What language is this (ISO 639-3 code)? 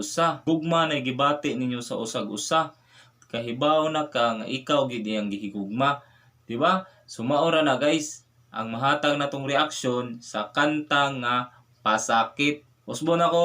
ceb